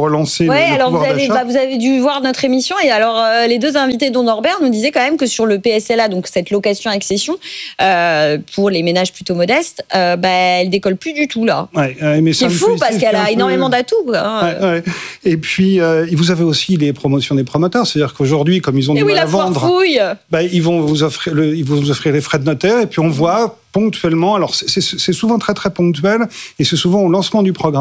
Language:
French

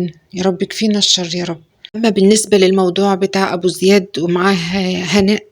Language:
Egyptian Arabic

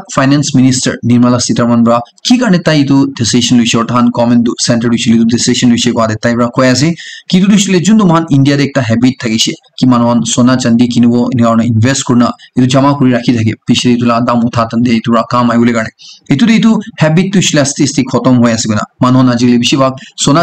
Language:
Naga Pidgin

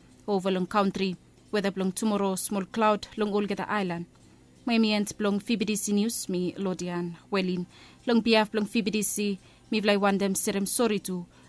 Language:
Bislama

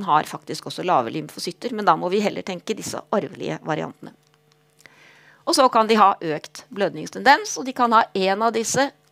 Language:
Norwegian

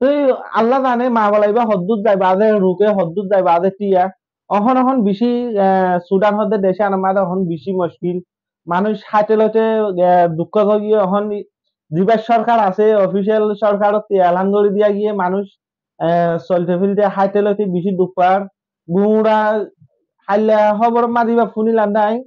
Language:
Rohingya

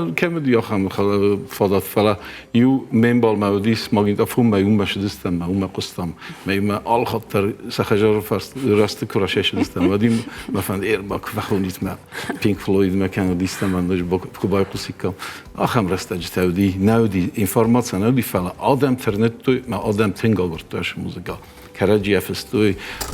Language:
Ossetic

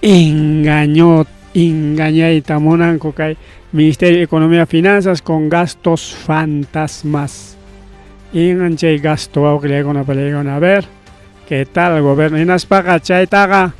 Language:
Ayacucho Quechua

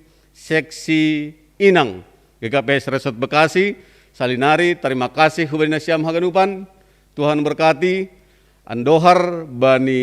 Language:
Batak Simalungun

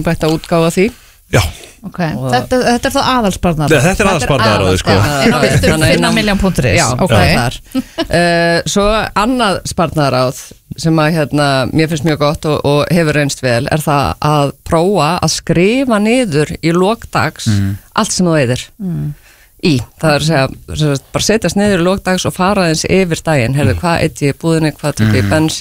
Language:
Icelandic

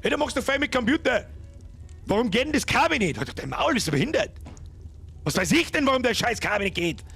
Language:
Bavarian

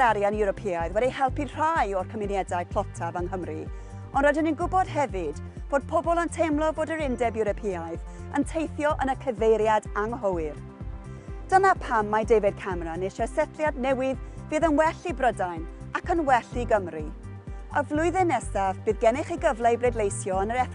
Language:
Welsh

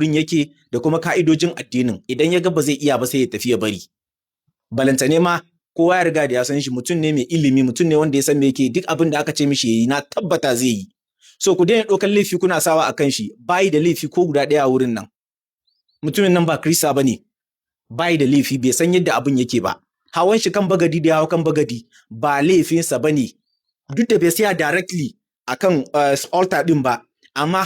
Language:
Hausa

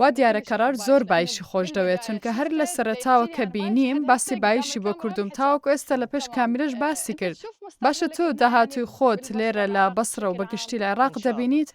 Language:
Central Kurdish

